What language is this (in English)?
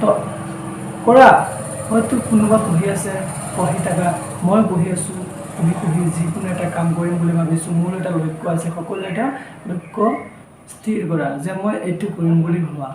Assamese